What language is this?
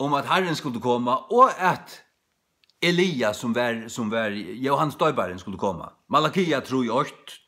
Faroese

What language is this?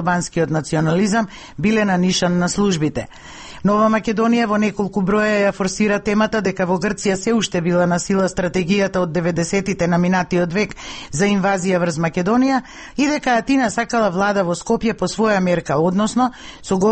Macedonian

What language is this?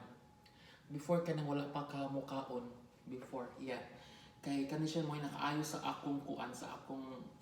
Cebuano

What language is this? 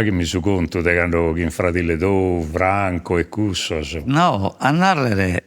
Sardinian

